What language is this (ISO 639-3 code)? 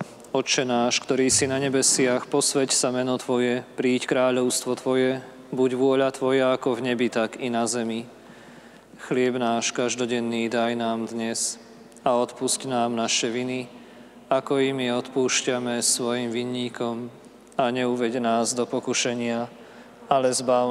slk